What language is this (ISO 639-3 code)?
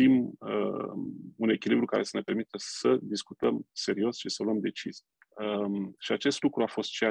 ron